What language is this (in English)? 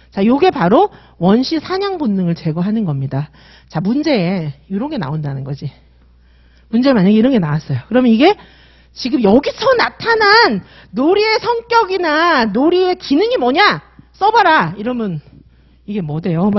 Korean